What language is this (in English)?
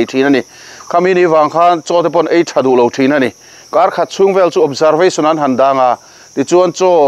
Mizo